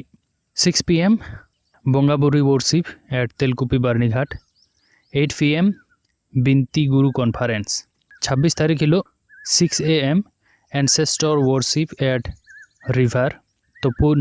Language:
Santali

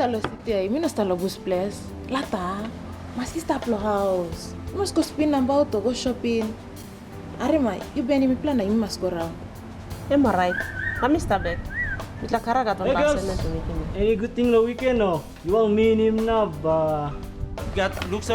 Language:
Tok Pisin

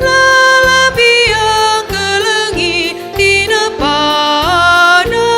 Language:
Batak Karo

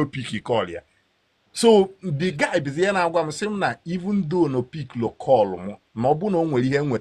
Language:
Igbo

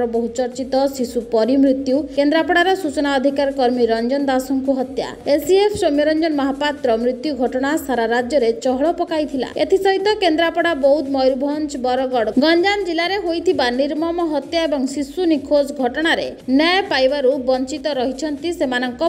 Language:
Odia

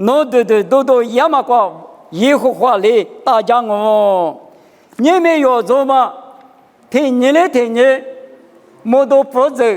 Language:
Lisu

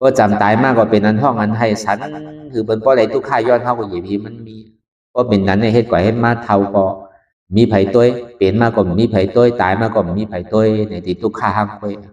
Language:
Shan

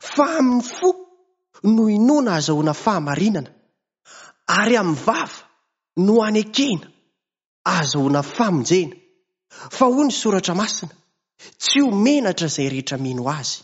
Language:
Malagasy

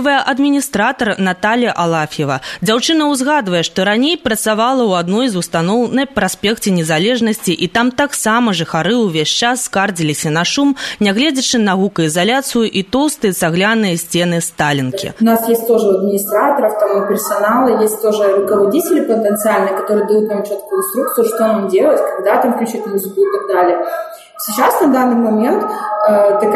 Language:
Belarusian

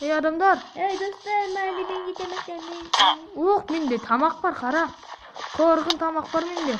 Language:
Kazakh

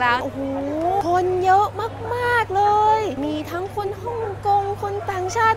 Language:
Thai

